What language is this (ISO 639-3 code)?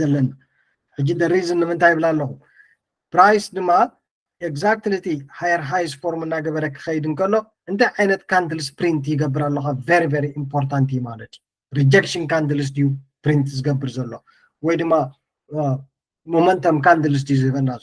tir